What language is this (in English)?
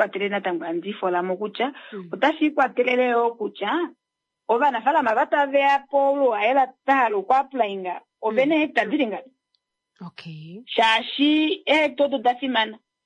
Kuanyama